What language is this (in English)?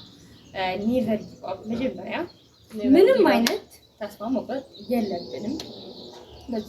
Amharic